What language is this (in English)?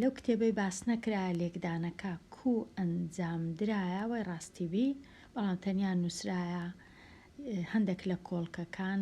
Central Kurdish